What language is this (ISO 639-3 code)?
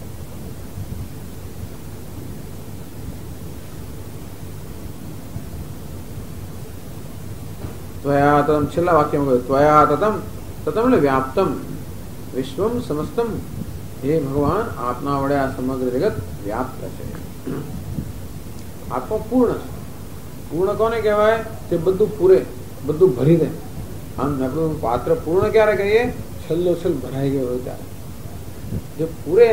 guj